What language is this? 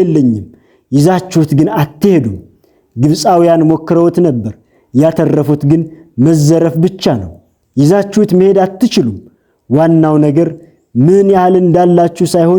Amharic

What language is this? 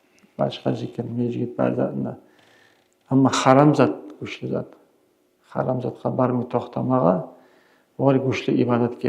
Kumyk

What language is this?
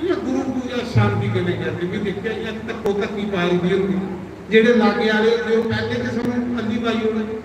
Dogri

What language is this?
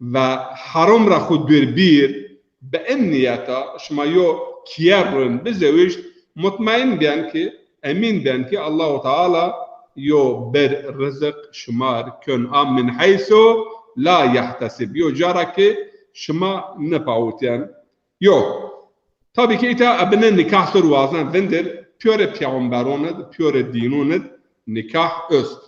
Zaza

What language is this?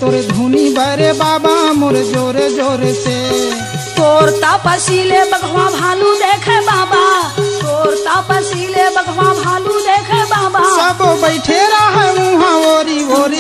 Chhattisgarhi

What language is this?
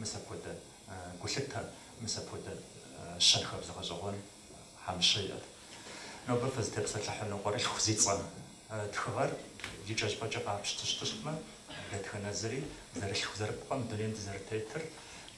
Kabardian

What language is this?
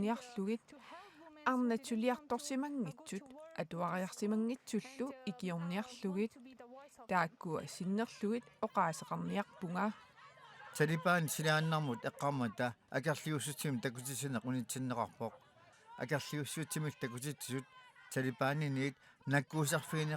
Kalaallisut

